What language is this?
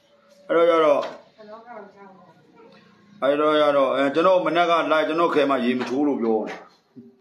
Burmese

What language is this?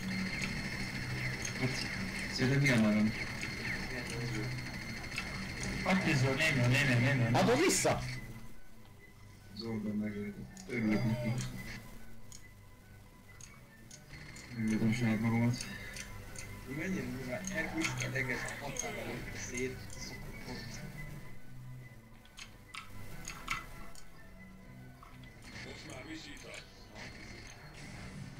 Hungarian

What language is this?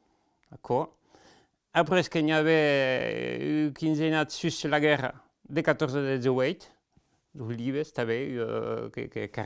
Occitan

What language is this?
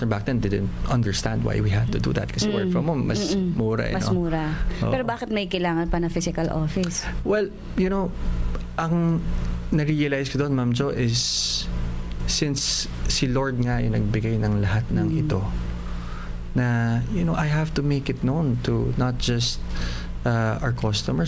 Filipino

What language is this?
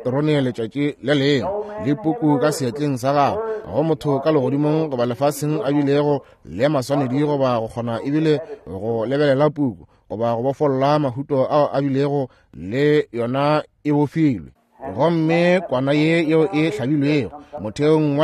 Northern Sotho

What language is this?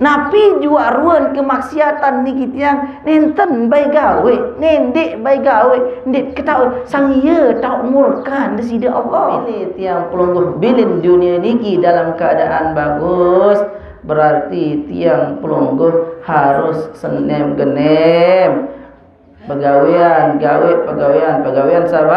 Sasak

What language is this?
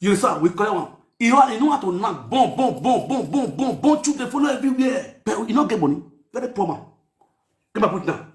Nigerian Pidgin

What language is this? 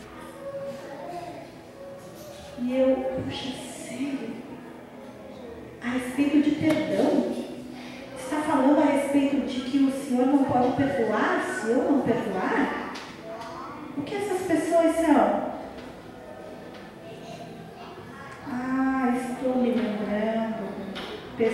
Portuguese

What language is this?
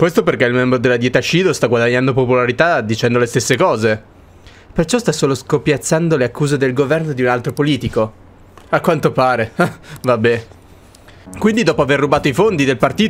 Italian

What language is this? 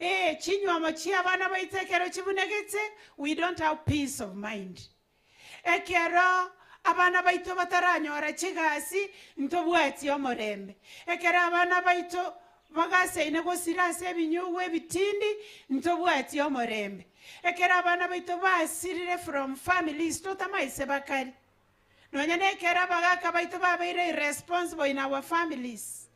Gusii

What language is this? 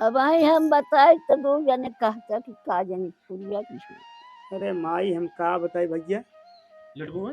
Awadhi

